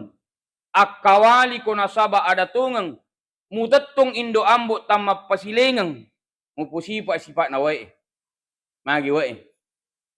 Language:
Buginese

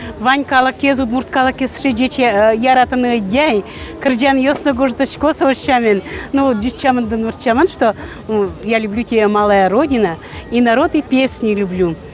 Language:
Udmurt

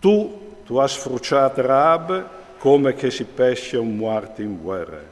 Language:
Friulian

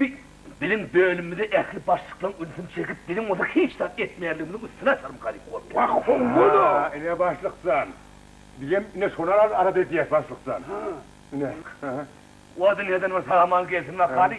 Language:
Turkmen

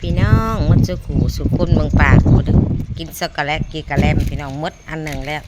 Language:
Northeastern Thai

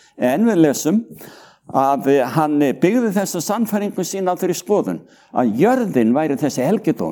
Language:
Icelandic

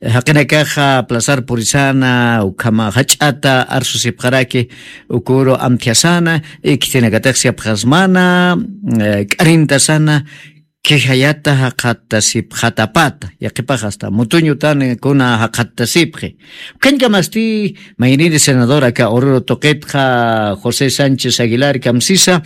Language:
Aymara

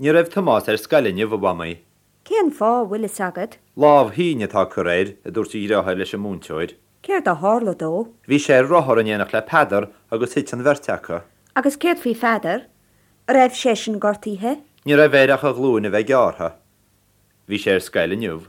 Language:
Irish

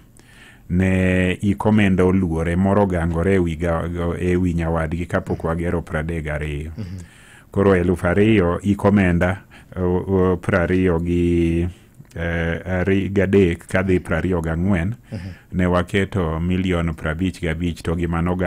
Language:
Luo (Kenya and Tanzania)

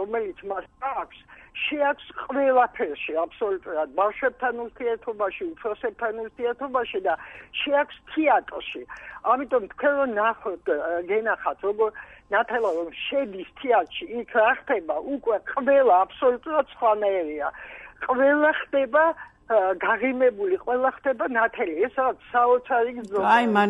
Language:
Georgian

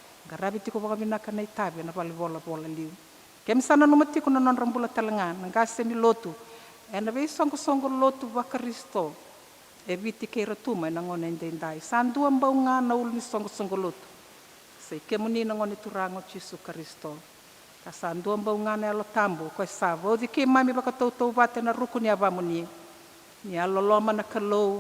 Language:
Fijian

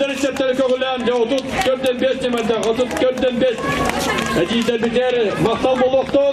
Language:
Yakut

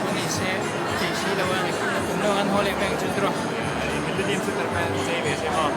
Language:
Mizo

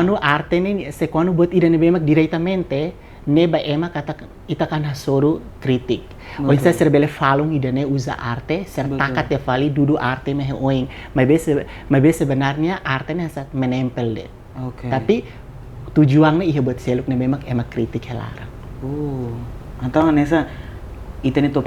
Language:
Tetum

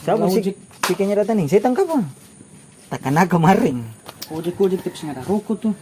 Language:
Ambonese Malay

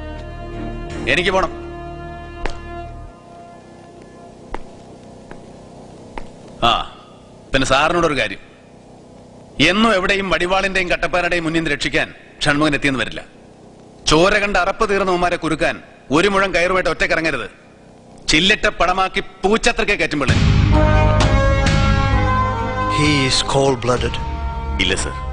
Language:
Malayalam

